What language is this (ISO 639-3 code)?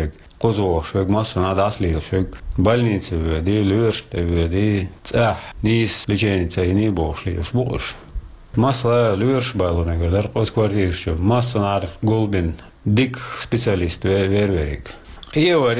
che